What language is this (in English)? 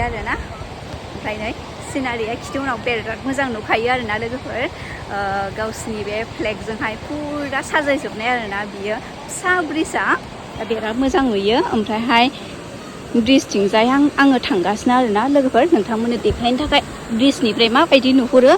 Bodo